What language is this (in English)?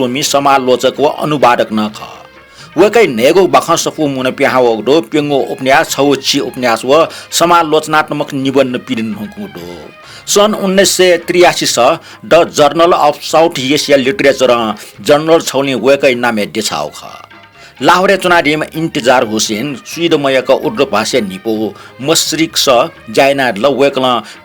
Newari